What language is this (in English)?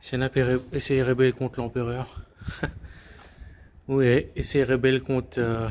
Morisyen